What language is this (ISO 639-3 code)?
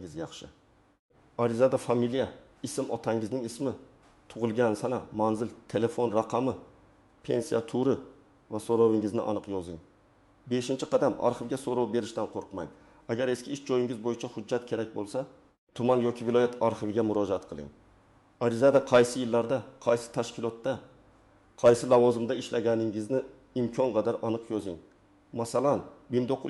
uzb